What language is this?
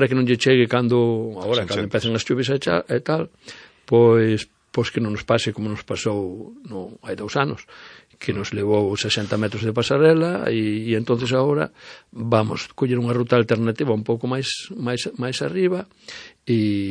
Galician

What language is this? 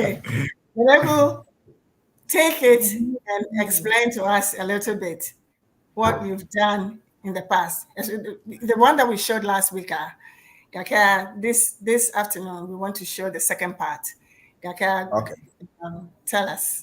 Ewe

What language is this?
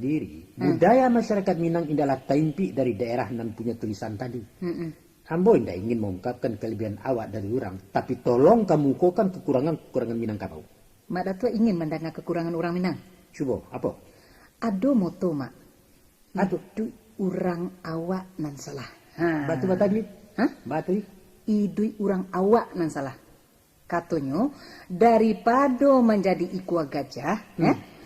Minangkabau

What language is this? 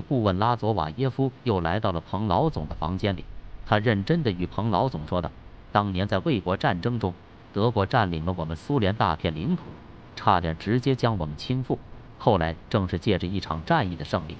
Chinese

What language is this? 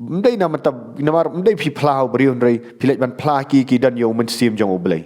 Khasi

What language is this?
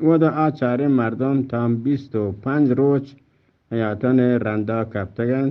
Eastern Balochi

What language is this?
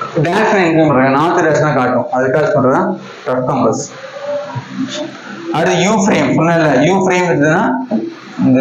Tamil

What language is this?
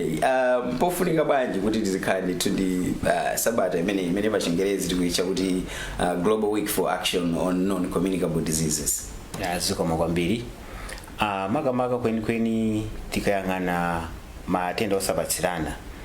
Nyanja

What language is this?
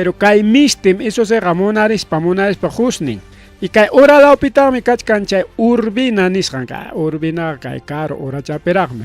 Ayacucho Quechua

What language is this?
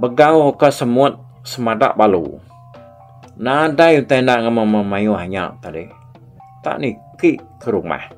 Iban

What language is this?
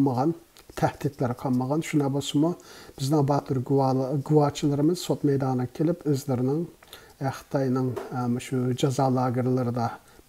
Uyghur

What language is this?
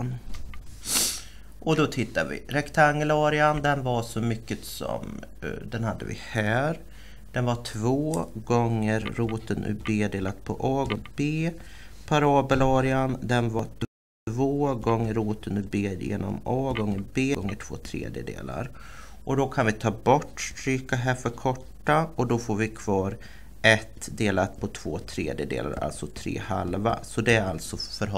Swedish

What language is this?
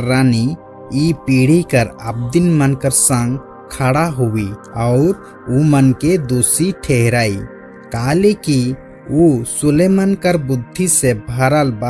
Sadri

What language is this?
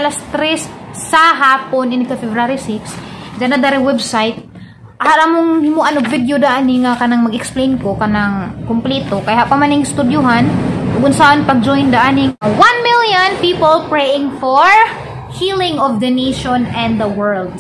Cebuano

